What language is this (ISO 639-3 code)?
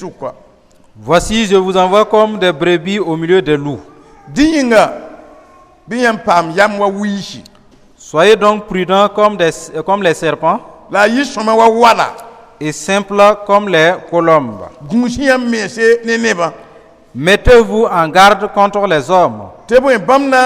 mos